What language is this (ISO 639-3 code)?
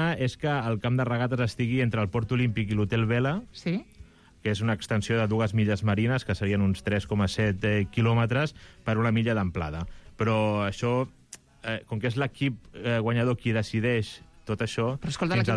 cat